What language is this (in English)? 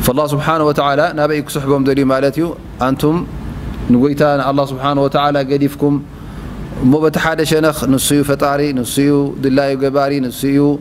Tigrinya